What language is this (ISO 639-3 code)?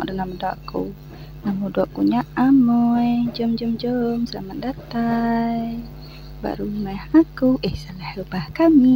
iba